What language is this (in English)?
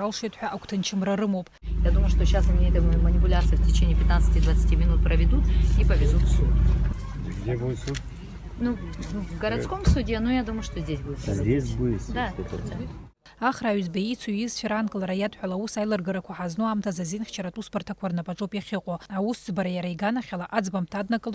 Abkhazian